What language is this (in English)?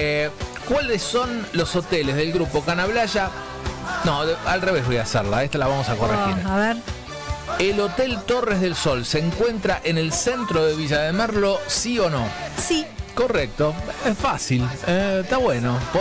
Spanish